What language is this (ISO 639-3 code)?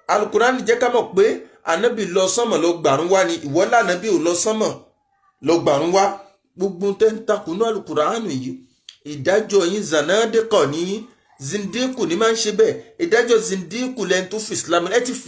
yor